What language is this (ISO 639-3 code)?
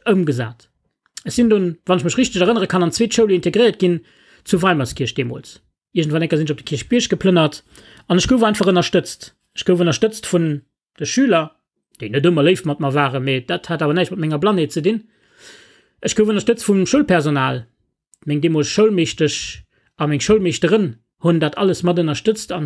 ltz